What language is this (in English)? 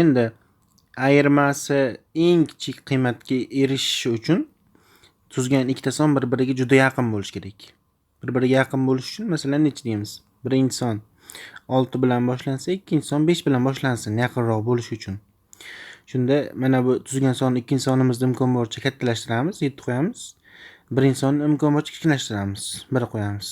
Uzbek